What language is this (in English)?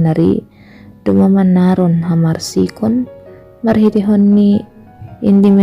Batak Simalungun